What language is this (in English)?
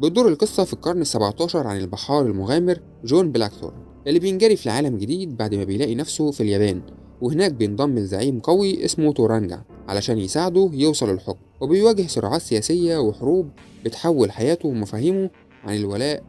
Egyptian Arabic